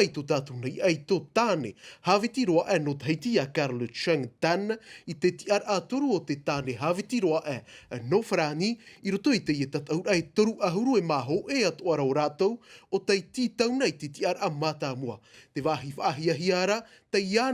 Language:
Tahitian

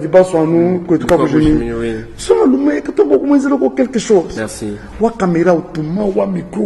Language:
Luba-Lulua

